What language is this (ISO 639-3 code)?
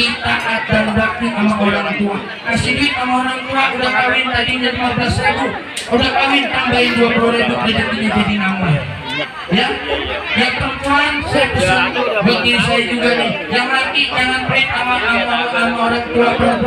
bew